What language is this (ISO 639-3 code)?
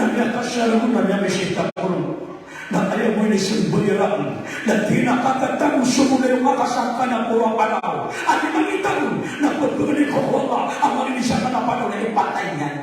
mrw